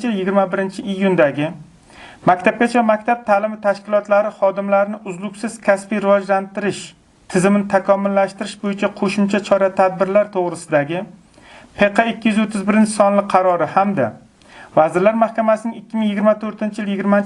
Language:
Uzbek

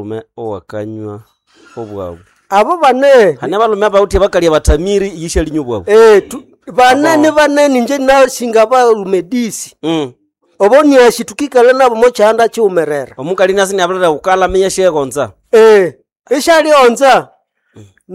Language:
Nande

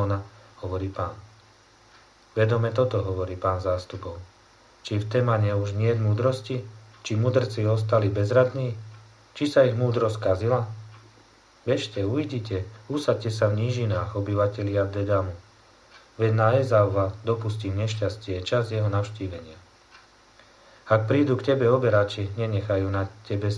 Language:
Slovak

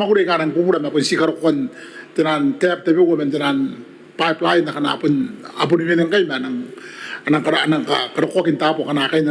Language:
Gilbertese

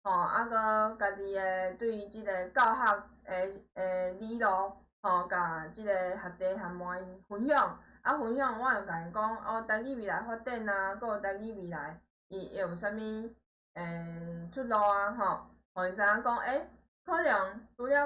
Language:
Min Nan Chinese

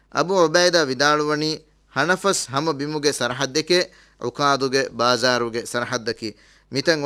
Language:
Divehi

